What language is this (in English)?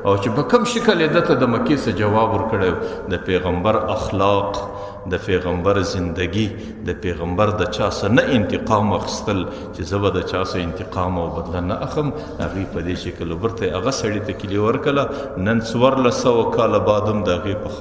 Pashto